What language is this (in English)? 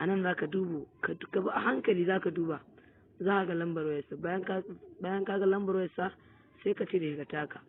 Hausa